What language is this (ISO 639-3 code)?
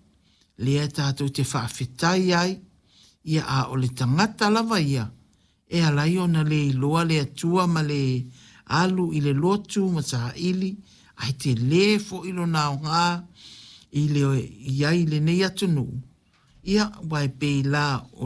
smo